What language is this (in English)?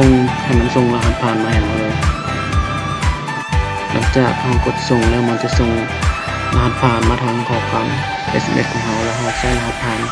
Lao